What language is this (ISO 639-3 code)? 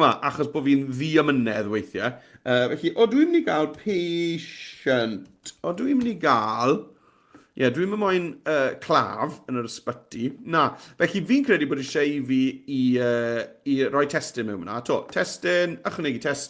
cym